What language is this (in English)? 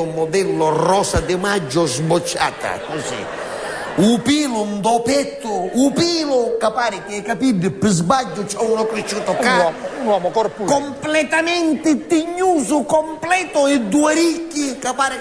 Sicilian